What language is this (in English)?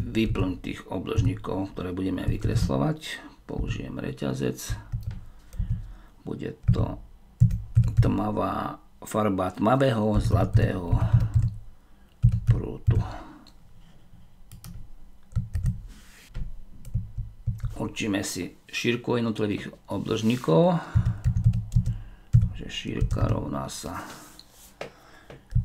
Slovak